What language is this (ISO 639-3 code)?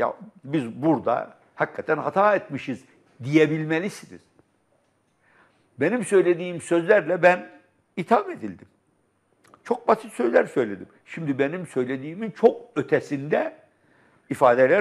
tur